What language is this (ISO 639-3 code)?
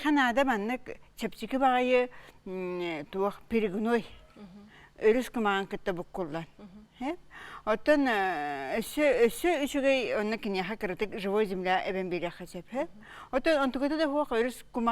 sah